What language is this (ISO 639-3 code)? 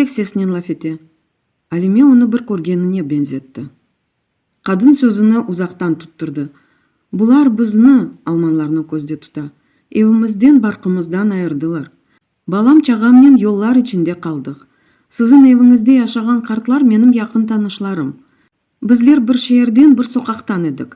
crh